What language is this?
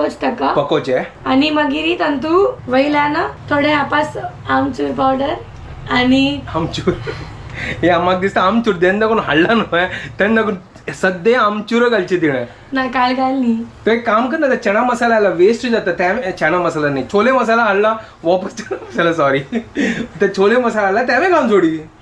Konkani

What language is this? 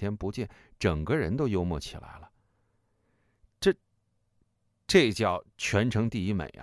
Chinese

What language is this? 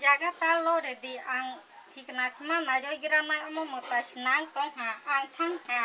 Kok Borok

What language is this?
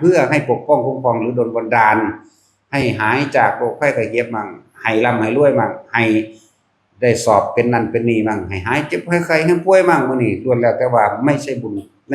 Northeastern Thai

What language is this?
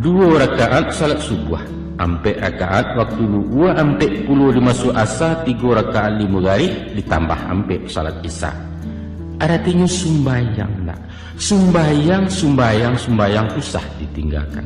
Minangkabau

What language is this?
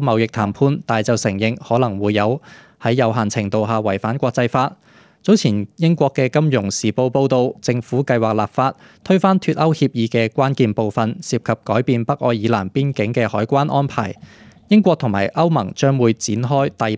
Cantonese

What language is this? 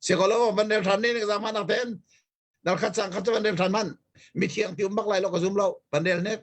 Hakha Chin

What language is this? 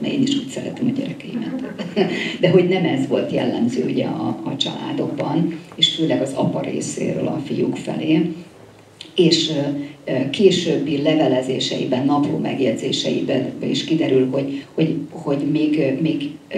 Hungarian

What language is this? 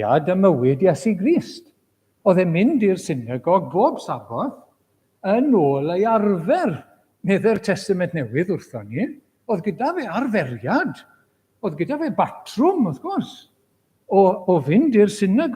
Welsh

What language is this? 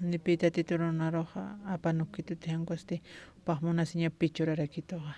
Aymara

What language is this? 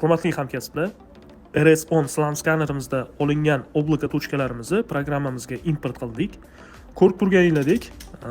Uzbek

